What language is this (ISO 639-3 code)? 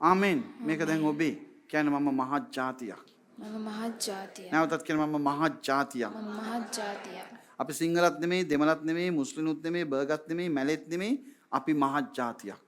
sin